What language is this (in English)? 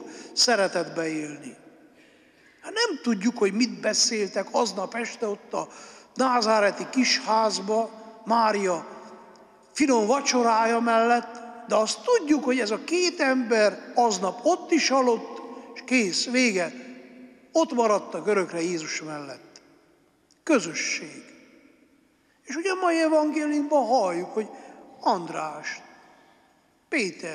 Hungarian